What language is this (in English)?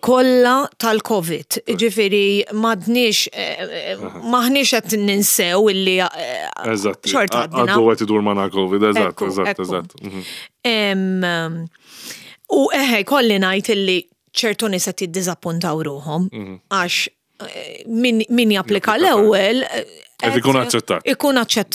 Maltese